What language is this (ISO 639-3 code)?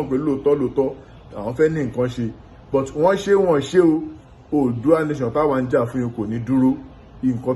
yor